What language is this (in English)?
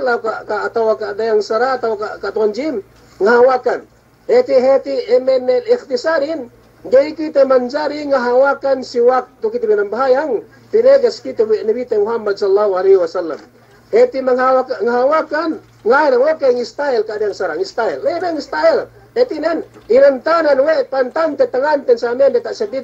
Yakan